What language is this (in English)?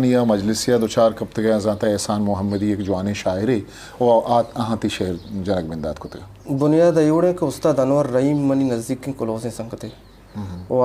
Eastern Balochi